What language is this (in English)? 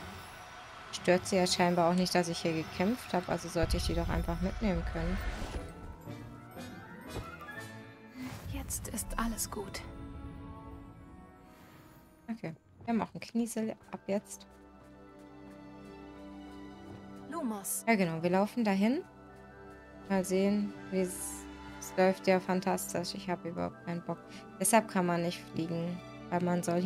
German